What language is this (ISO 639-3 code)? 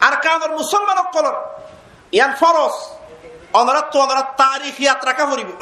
rhg